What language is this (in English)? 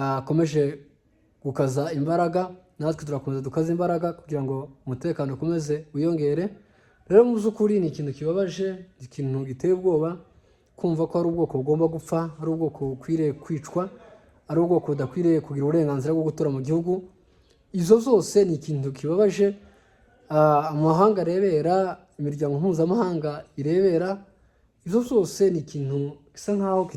Kinyarwanda